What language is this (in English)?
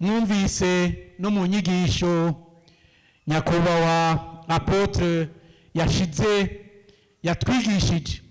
Rundi